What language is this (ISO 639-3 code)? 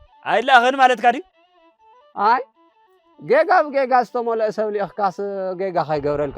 tir